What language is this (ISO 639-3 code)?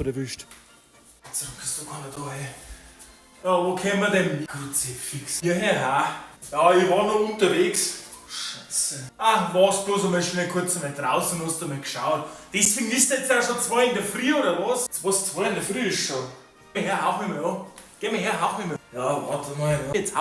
bar